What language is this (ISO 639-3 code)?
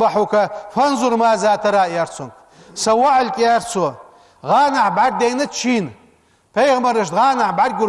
inh